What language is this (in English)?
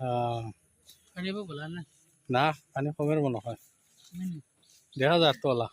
Sylheti